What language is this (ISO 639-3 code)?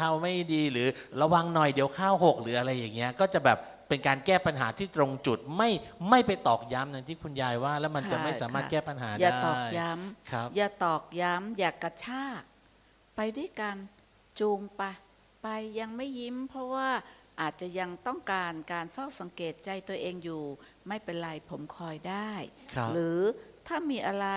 tha